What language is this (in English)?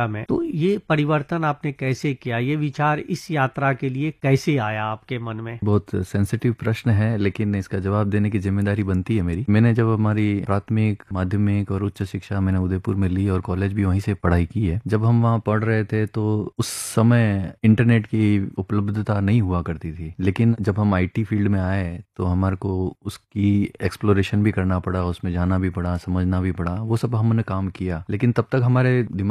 Hindi